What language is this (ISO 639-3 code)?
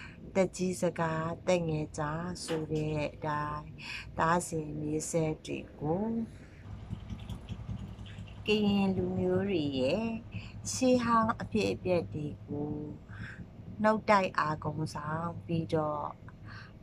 mya